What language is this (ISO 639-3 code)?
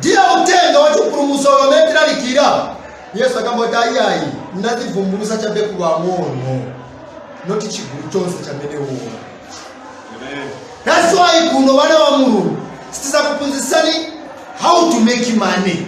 nya